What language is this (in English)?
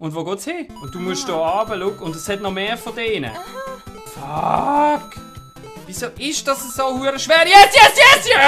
Swiss German